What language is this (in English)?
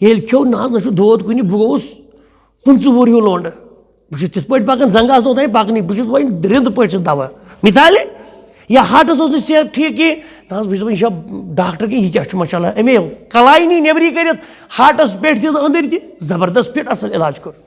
Kashmiri